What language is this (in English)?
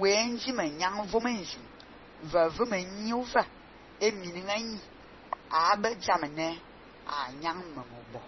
Fang